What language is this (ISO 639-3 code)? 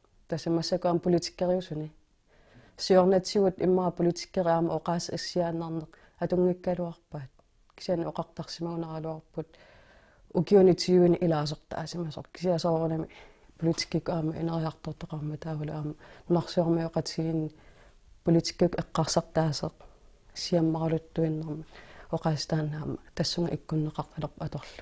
kal